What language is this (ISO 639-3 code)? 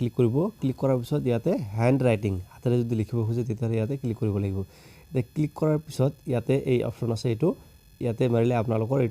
asm